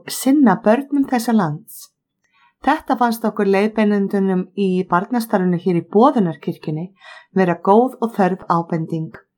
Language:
Icelandic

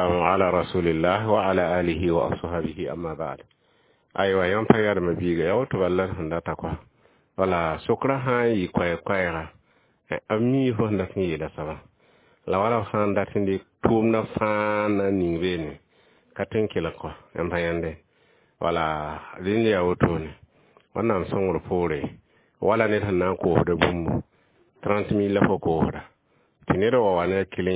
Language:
Mossi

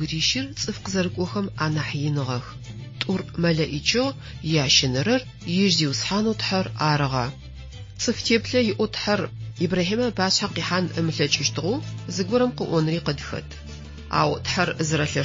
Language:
Adyghe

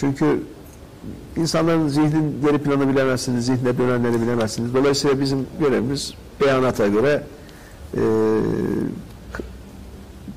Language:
Turkish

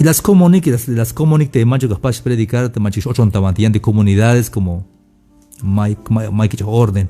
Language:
Tzeltal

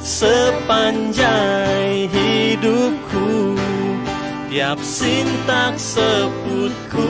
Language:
Iban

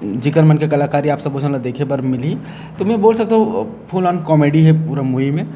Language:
Chhattisgarhi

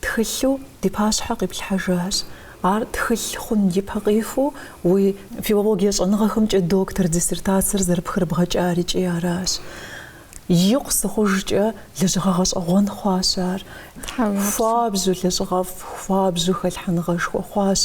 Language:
Kabardian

